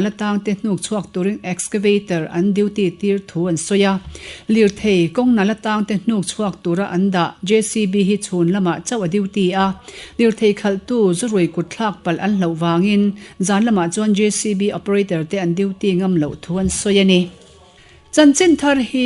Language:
Mizo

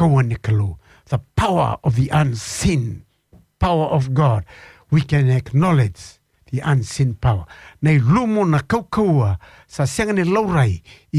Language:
Fijian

